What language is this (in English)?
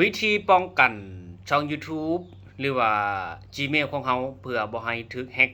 Lao